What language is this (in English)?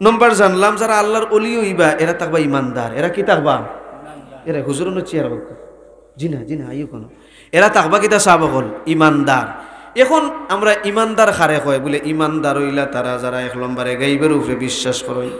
Sylheti